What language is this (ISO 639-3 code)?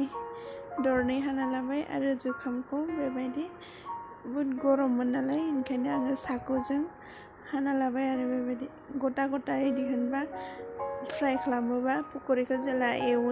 brx